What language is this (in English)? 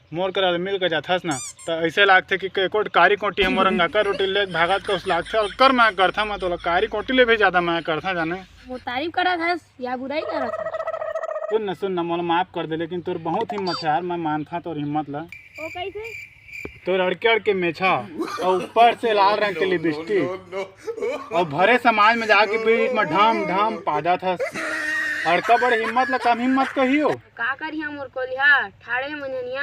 Chhattisgarhi